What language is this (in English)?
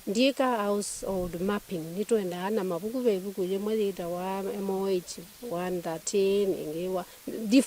Kamba